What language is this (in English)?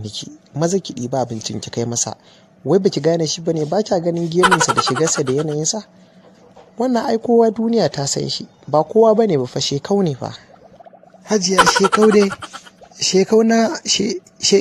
Hausa